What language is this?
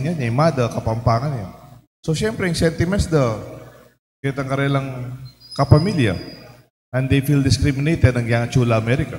Pampanga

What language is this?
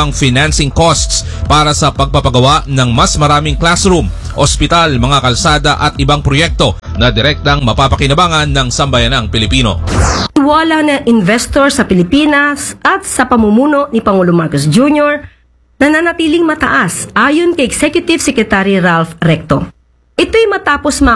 Filipino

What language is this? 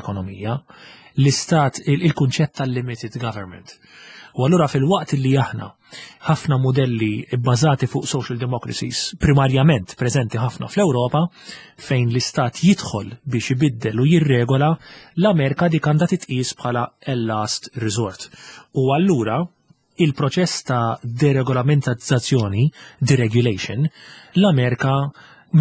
Maltese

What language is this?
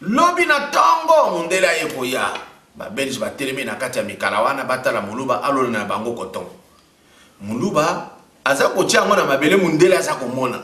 Lingala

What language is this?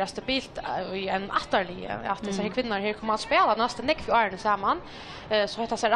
Faroese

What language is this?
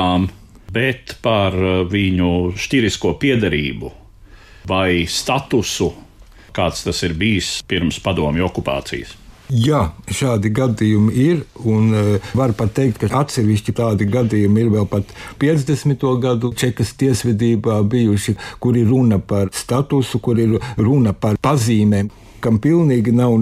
Latvian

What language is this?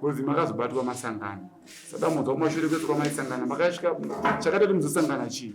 Shona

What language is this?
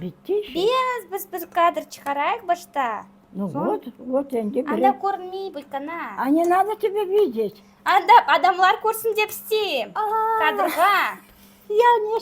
Crimean Tatar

